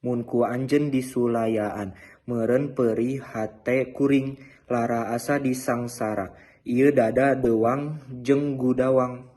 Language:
Sundanese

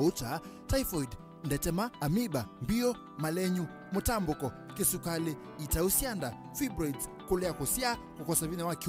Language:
Kamba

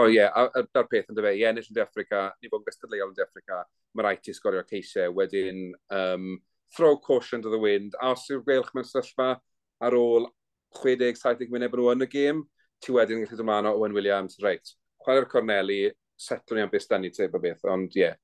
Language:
Welsh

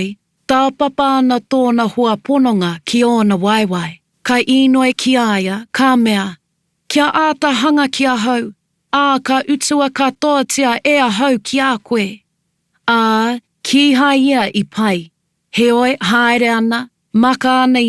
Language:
Māori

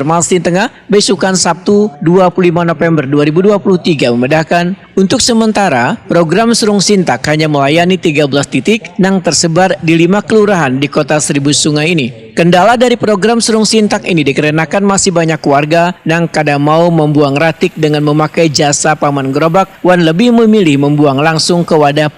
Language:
Banjar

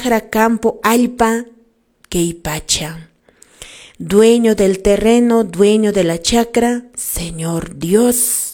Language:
Quechua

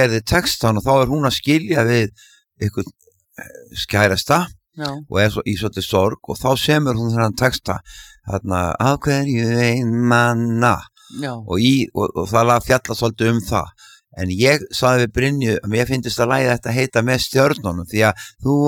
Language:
Icelandic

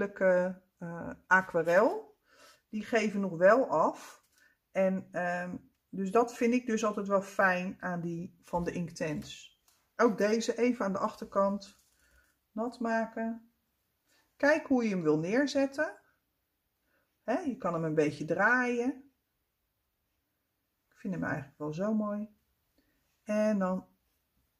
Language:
Dutch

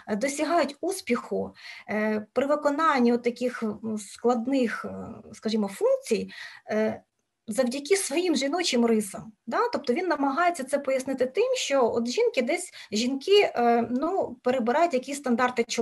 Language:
Ukrainian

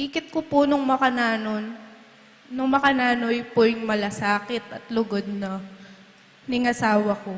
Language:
Pampanga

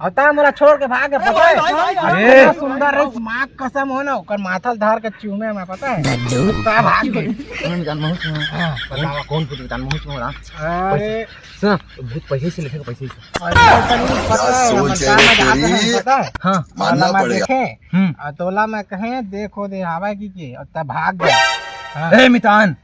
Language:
Chhattisgarhi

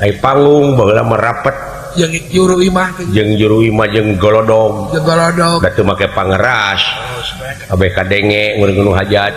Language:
Sundanese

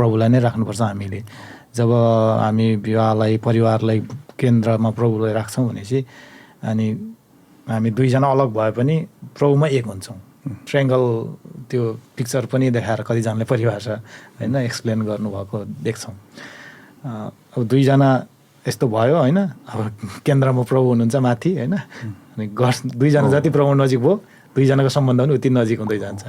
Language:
Nepali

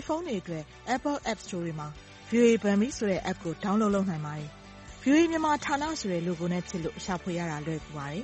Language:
Burmese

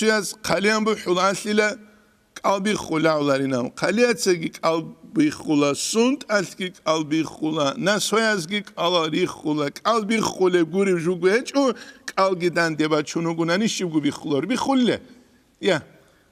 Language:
Avaric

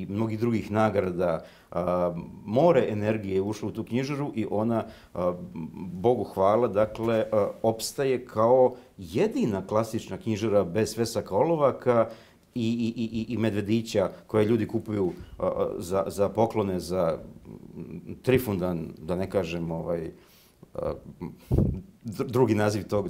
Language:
Serbian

